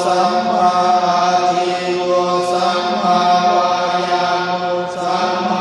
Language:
Pali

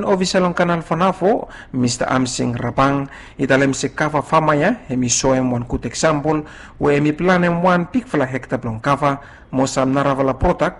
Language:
Bislama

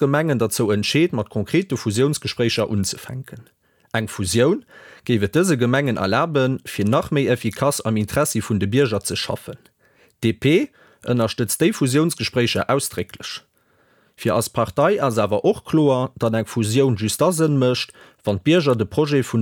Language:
Luxembourgish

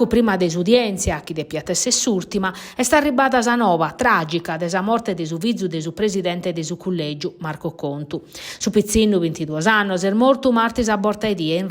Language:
Sardinian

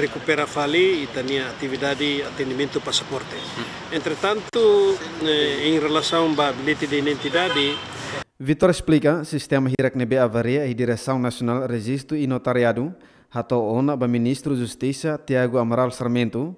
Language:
Tetum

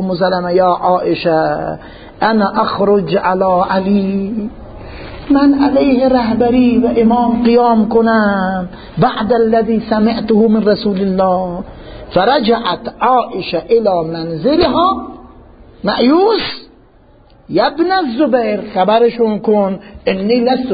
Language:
Persian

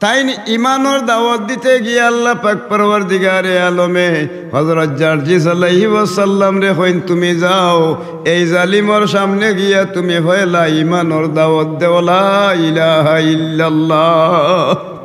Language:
Sylheti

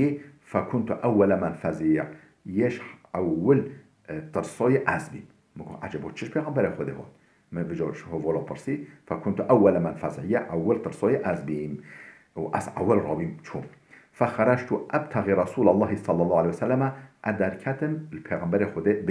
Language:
Kurdish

